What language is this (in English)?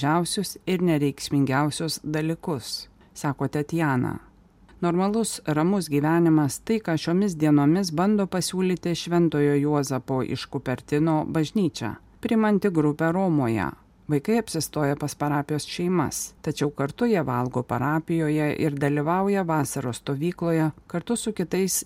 Lithuanian